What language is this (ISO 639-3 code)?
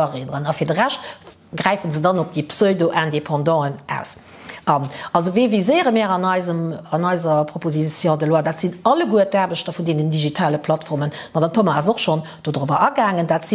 ltz